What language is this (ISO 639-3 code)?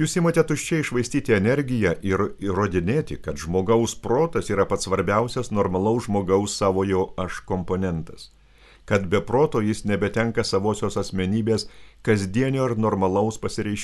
lit